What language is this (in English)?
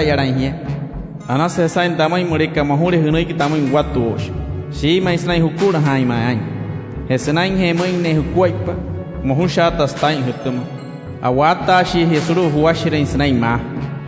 Wayuu